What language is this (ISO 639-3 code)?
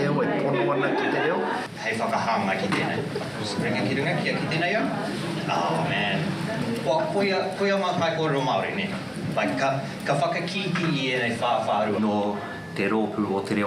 mri